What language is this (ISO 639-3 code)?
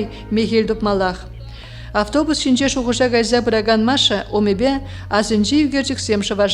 chv